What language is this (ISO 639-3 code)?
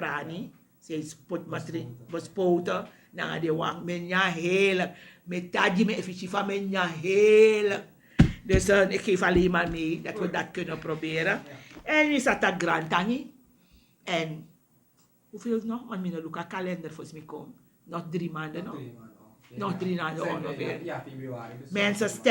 srn